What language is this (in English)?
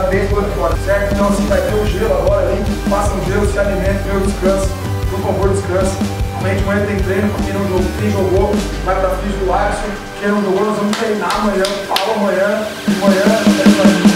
Portuguese